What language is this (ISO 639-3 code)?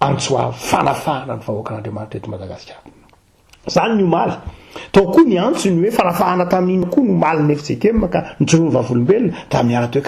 mlg